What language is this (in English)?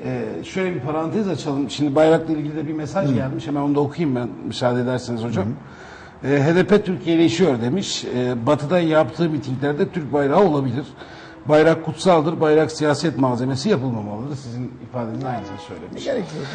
Turkish